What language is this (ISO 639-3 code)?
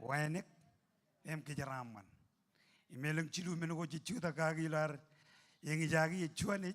mah